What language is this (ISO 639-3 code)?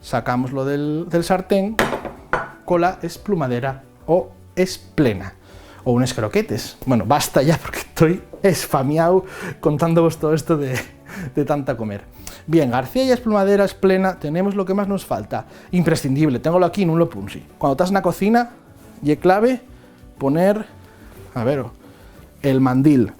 ast